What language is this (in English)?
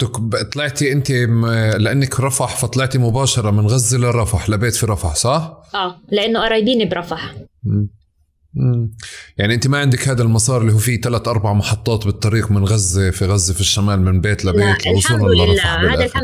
North Levantine Arabic